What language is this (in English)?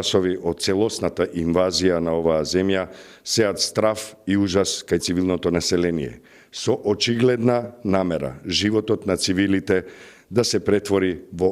Macedonian